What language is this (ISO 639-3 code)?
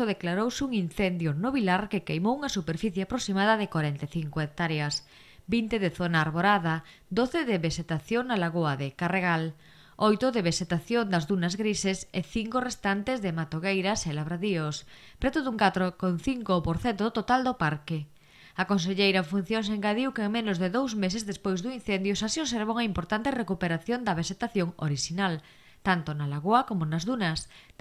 glg